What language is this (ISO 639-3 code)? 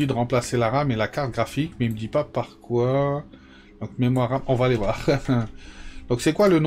fra